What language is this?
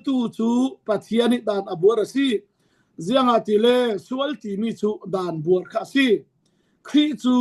Falam Chin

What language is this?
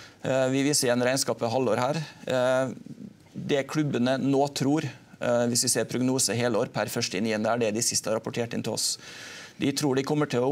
Norwegian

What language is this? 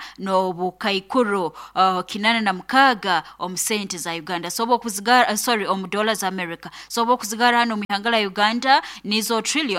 Nyoro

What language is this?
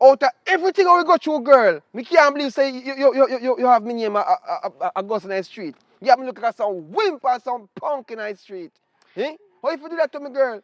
Jamaican Creole English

